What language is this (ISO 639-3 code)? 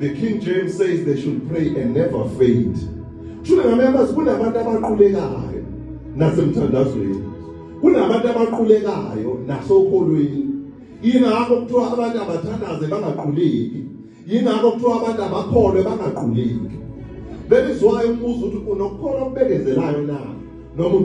zul